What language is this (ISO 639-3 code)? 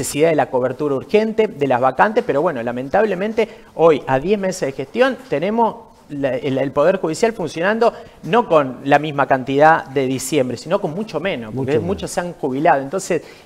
spa